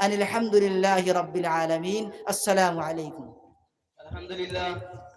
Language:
Sylheti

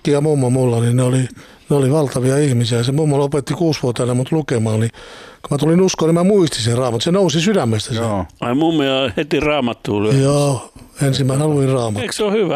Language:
Finnish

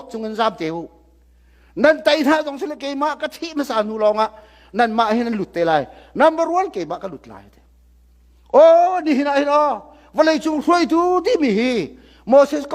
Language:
Hakha Chin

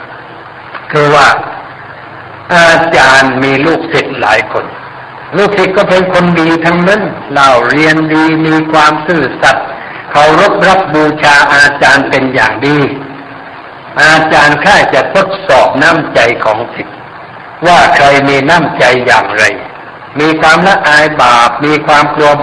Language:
Thai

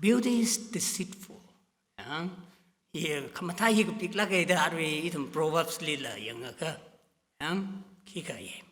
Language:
Tangkhul Naga (India)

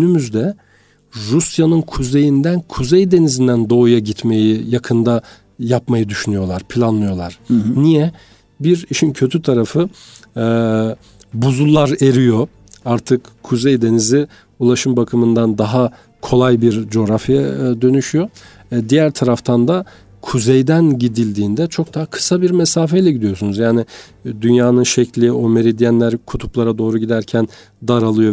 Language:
Turkish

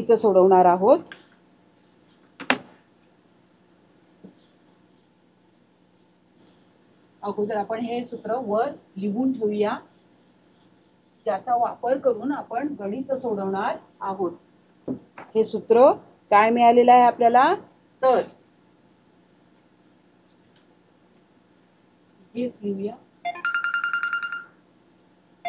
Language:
Marathi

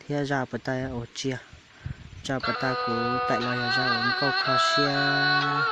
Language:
Hmong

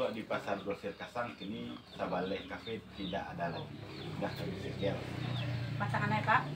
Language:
Minangkabau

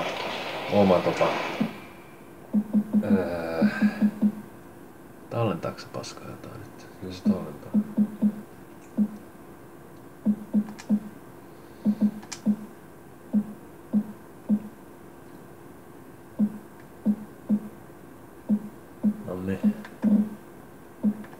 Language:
Finnish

